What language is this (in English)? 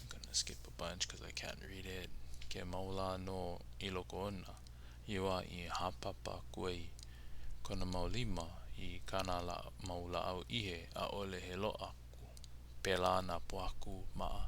Hawaiian